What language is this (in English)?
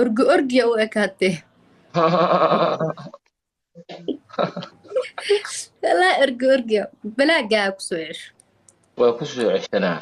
Somali